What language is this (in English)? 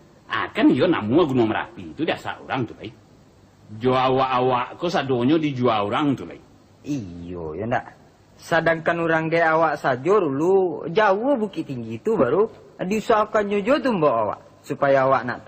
Minangkabau